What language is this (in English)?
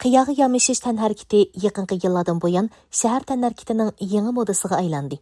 Uyghur